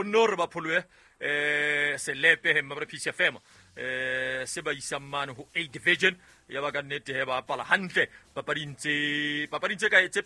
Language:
Southern Sotho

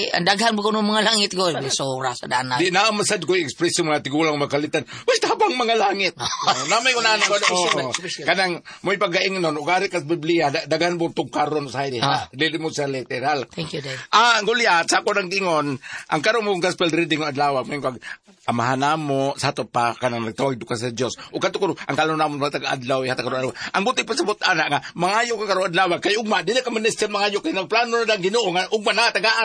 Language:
Cebuano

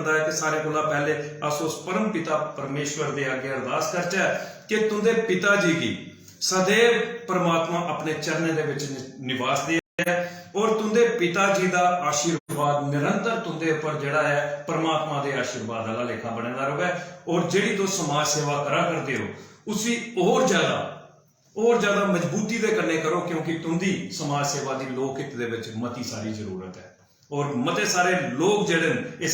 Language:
Dogri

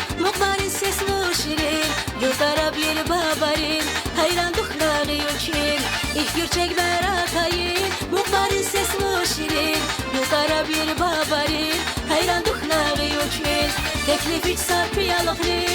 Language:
Tabassaran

